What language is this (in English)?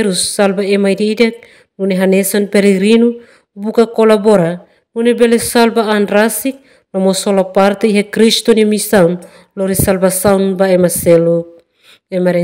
Tetum